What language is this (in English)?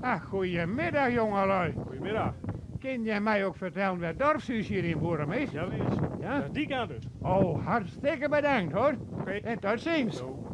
Western Frisian